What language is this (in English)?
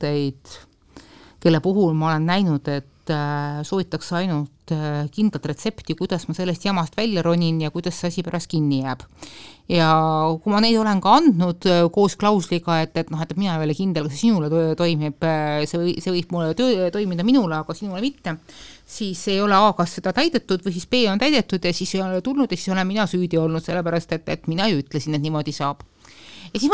Estonian